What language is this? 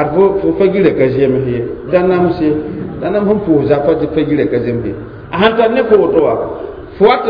Mossi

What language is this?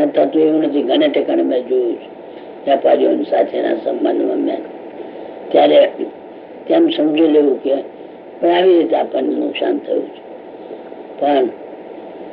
Gujarati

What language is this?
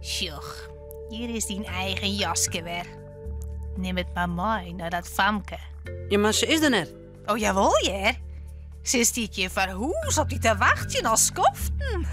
Western Frisian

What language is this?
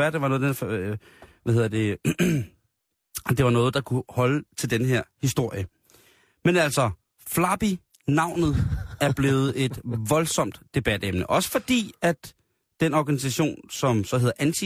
Danish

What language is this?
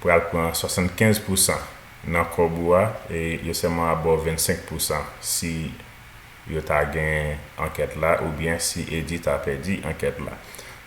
Haitian Creole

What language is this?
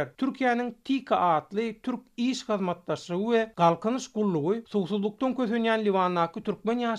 Turkmen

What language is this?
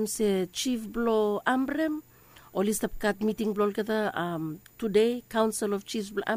Bislama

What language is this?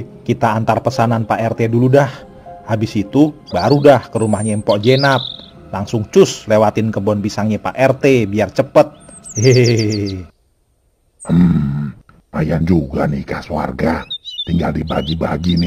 Betawi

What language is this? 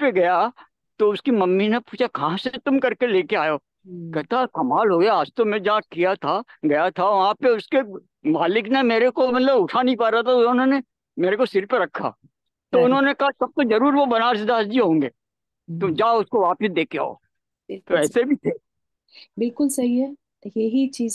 Hindi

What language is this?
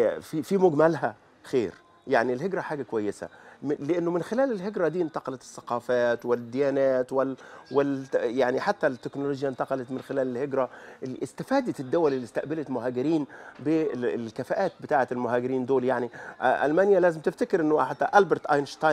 Egyptian Arabic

